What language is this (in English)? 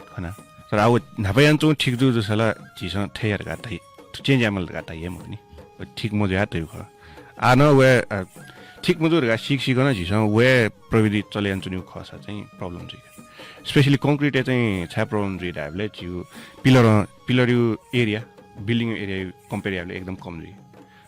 Newari